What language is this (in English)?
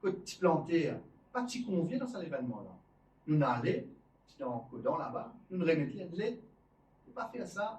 Morisyen